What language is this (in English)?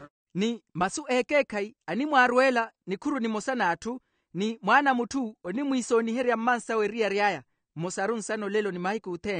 Makhuwa